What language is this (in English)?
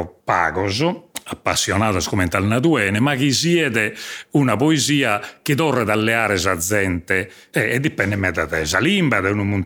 Sardinian